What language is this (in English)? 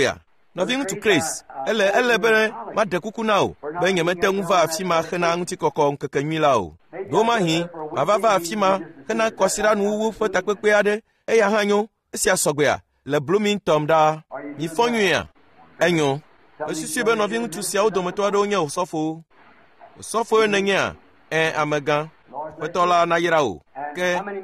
Ewe